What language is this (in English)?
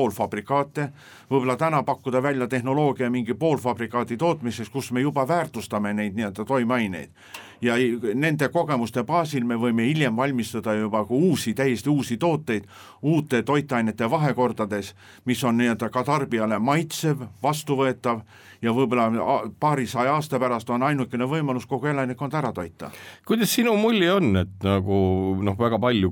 Estonian